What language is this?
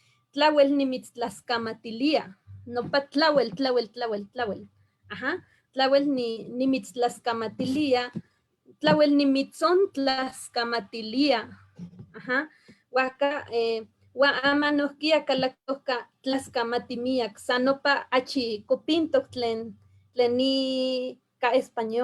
Eastern Huasteca Nahuatl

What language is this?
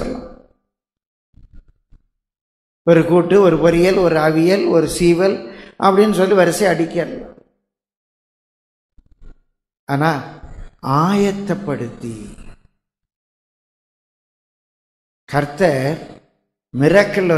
Tamil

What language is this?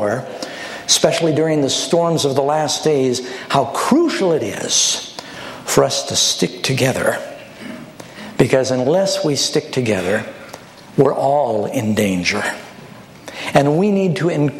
English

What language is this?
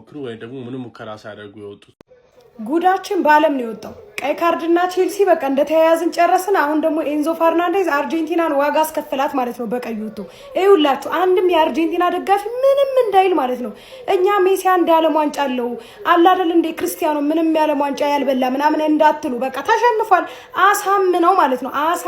Amharic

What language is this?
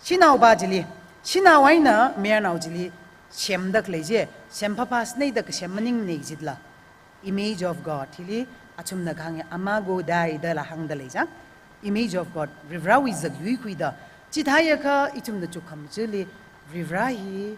Tangkhul Naga (India)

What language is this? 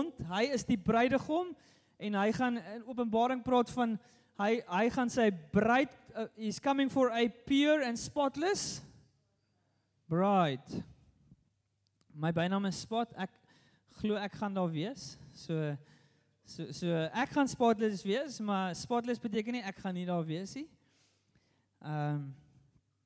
Afrikaans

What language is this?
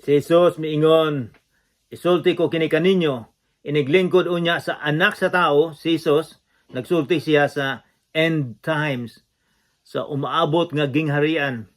Cebuano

